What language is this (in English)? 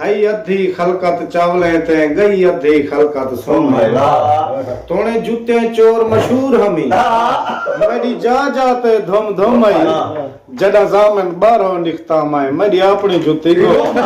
Saraiki